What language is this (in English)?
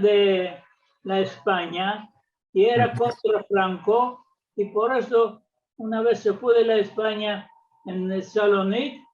Ladino